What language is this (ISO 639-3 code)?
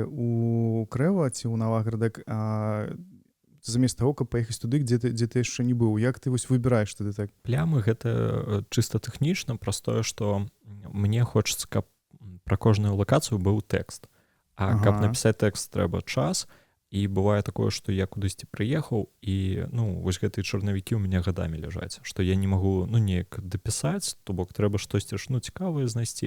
bel